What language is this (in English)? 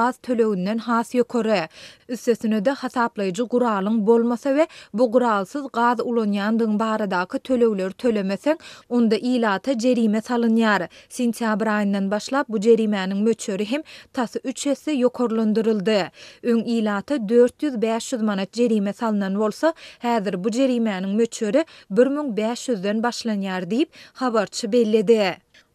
Turkmen